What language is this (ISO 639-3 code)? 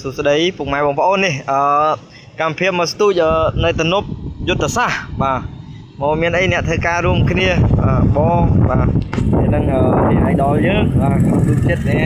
khm